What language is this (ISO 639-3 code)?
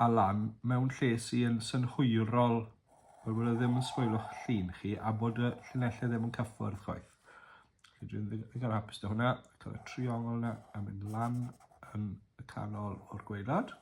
cym